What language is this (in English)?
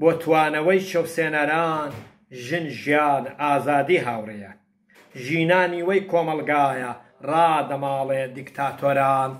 Central Kurdish